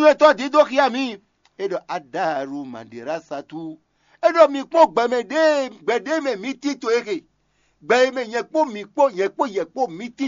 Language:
Fon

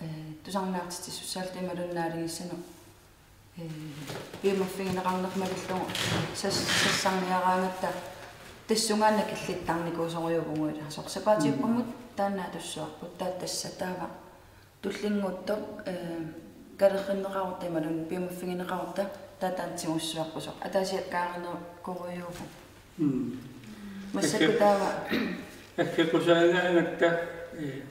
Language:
Kalaallisut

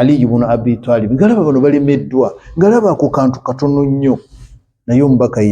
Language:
Ganda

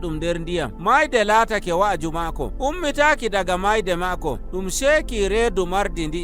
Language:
Nigerian Fulfulde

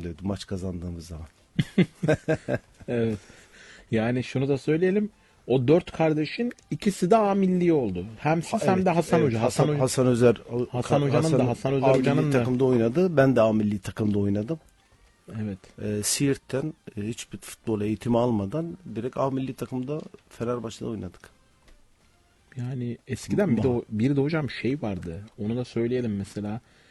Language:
Turkish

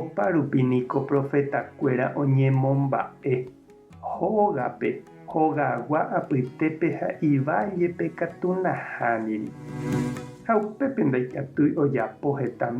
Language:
Guarani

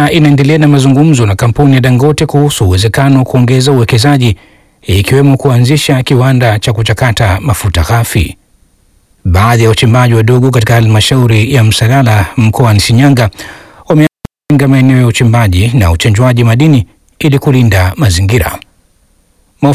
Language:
Swahili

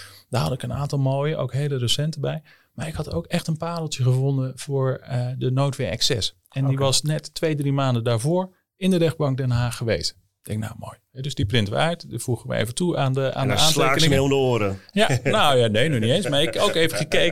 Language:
Dutch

